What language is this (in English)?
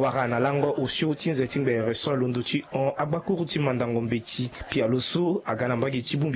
Sango